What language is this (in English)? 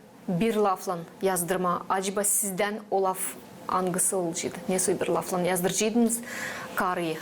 Gagauz